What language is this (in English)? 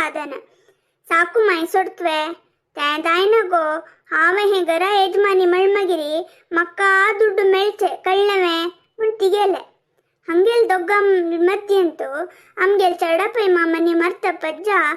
Konkani